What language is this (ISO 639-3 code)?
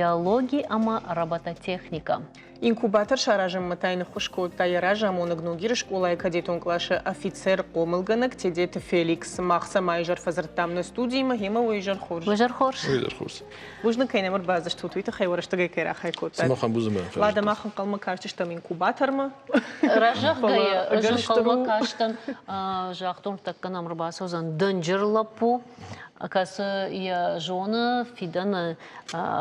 oss